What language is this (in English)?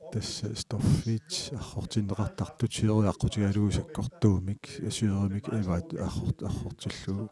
Kalaallisut